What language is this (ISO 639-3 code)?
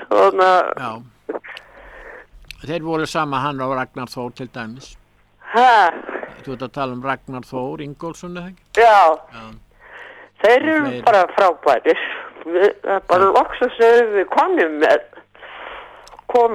isl